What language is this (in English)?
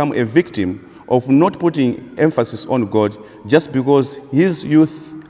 English